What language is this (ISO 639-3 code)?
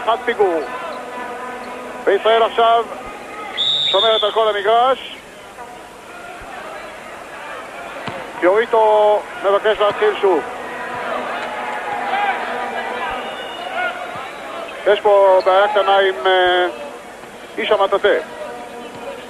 heb